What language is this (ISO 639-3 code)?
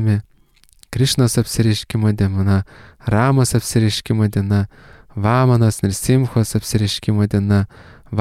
lit